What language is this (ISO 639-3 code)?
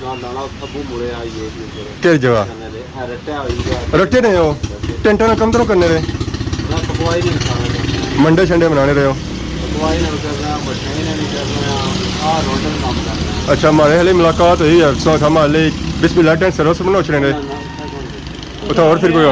phr